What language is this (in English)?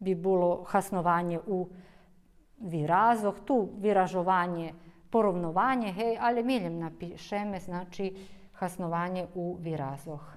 Rusyn